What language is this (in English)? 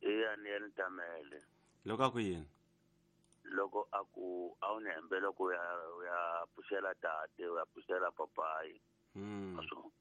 Tsonga